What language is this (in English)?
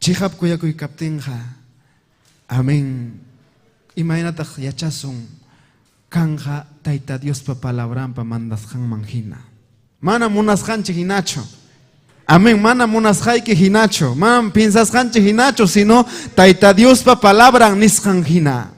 Ayacucho Quechua